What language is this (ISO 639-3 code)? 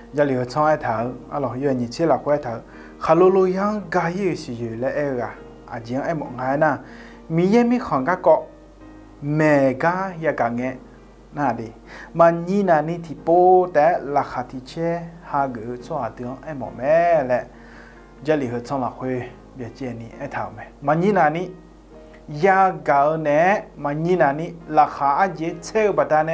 ahk